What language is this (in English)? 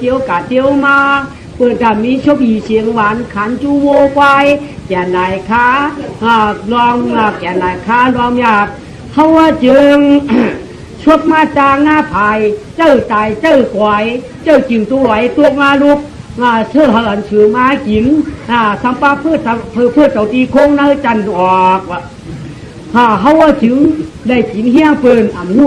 Shan